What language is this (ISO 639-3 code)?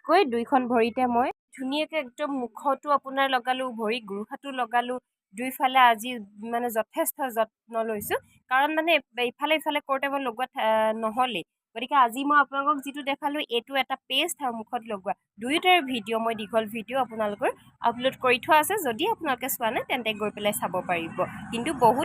asm